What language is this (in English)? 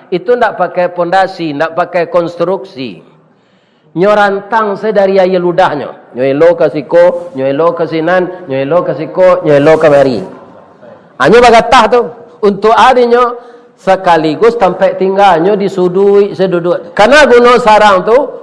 Minangkabau